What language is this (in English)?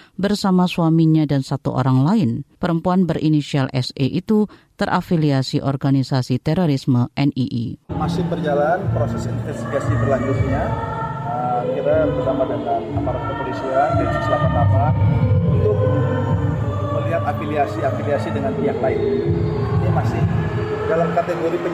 Indonesian